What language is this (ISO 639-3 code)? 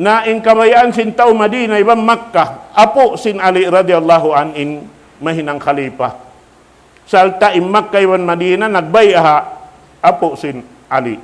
tsg